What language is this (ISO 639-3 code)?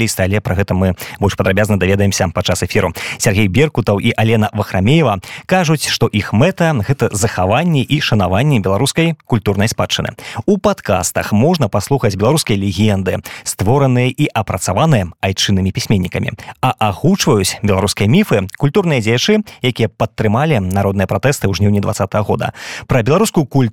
bel